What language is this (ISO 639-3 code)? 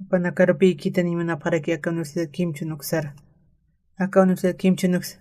aym